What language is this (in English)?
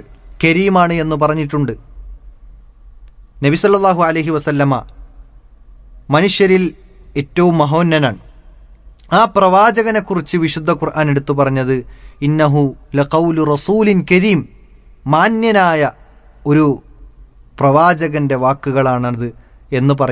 Malayalam